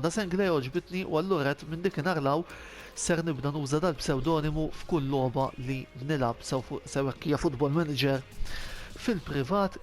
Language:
Maltese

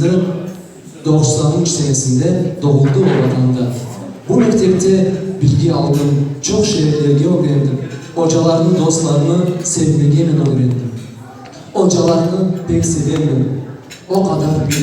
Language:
Crimean Tatar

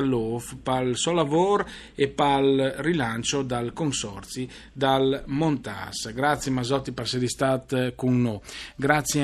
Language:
Friulian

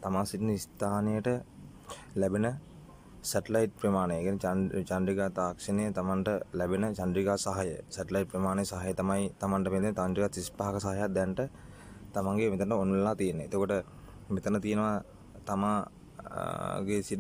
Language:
Sinhala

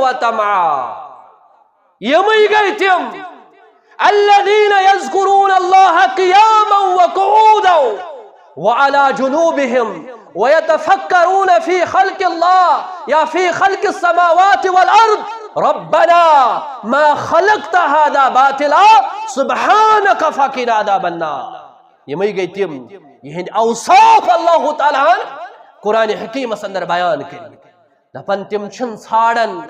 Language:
Kashmiri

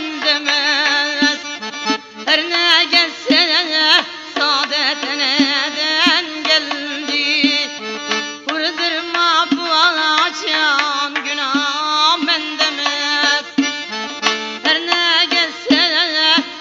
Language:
Turkish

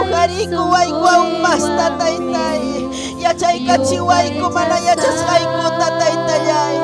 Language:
Ayacucho Quechua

